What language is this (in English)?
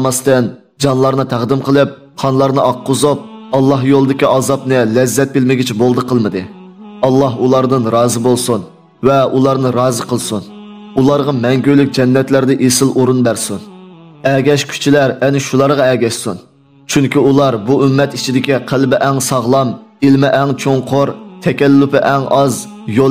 Uyghur